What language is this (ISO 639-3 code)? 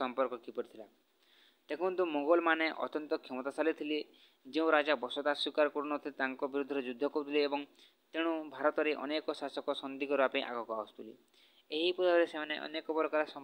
ori